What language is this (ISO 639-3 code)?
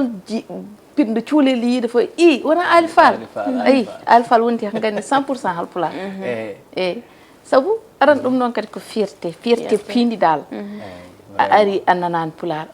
ful